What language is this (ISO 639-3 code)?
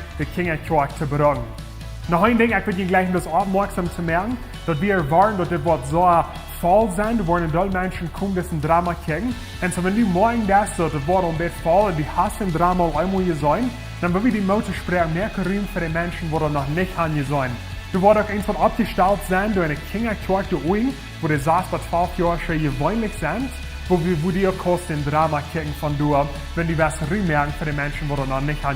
pdt